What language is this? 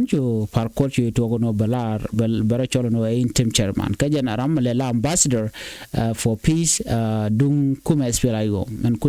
Nuer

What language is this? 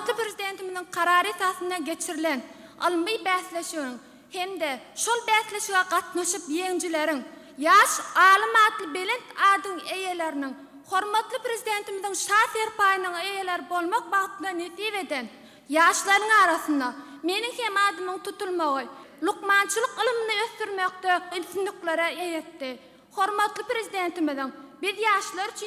Turkmen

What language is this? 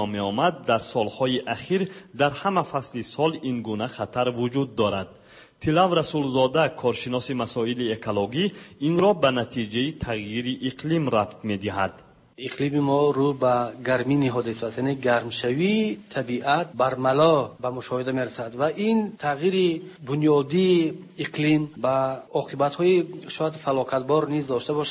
Persian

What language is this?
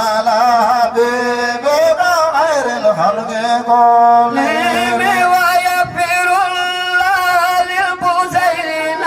Fula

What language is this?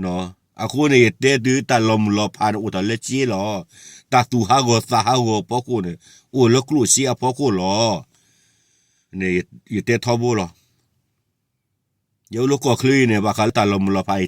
S'gaw Karen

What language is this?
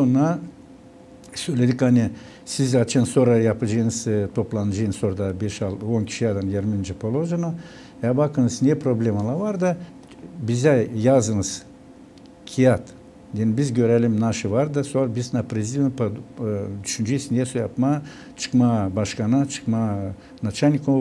Gagauz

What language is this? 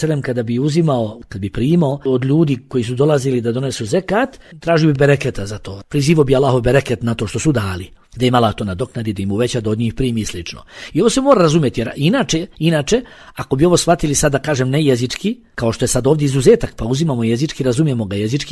Bosnian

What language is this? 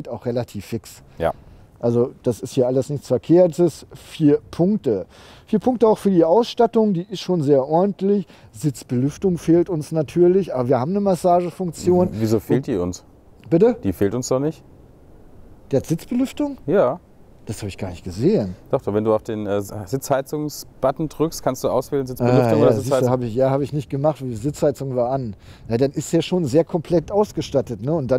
German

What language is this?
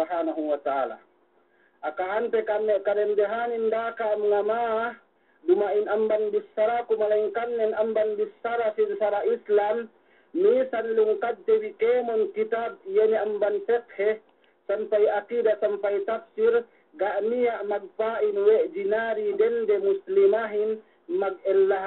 Yakan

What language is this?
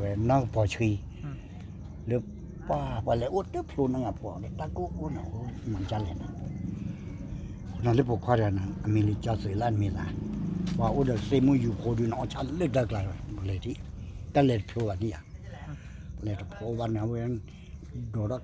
S'gaw Karen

